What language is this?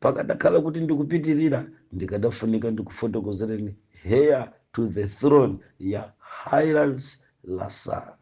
Nyanja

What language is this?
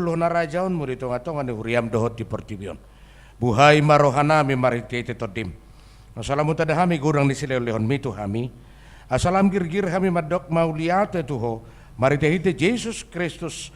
Batak Toba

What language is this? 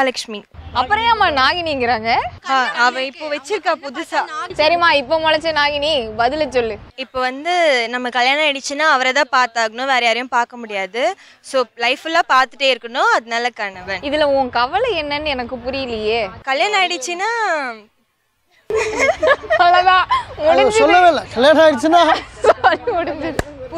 Tamil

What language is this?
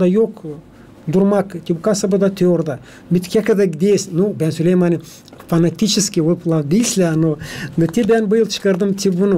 Gagauz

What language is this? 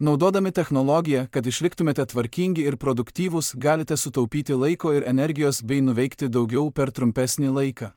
Lithuanian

